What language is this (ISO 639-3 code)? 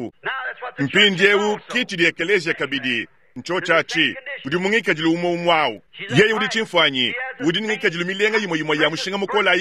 lua